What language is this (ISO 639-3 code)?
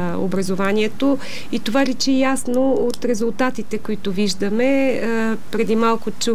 bul